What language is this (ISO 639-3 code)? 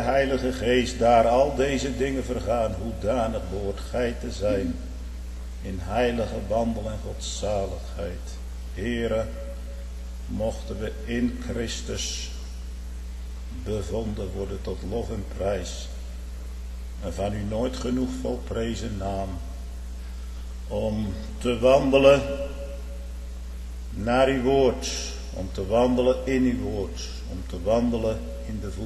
nld